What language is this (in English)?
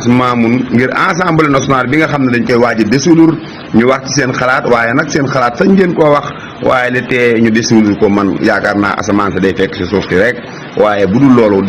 Wolof